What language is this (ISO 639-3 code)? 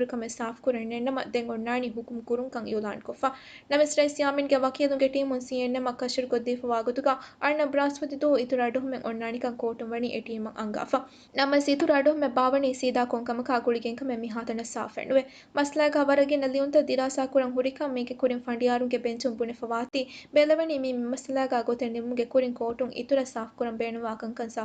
div